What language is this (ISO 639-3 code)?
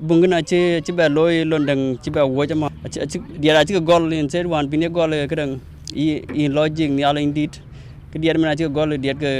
din